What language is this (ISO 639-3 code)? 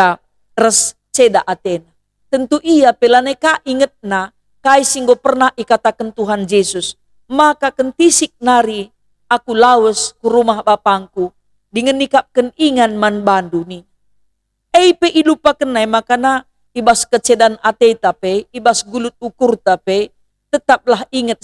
btx